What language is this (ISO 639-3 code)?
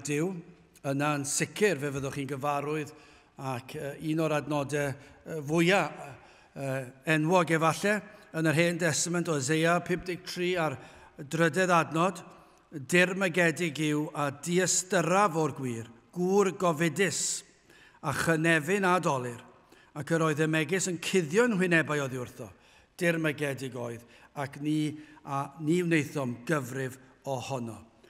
cym